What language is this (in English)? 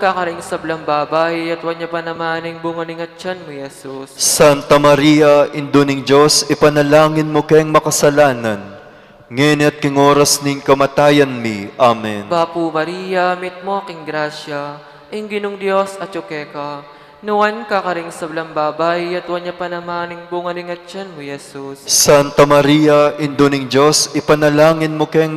Pampanga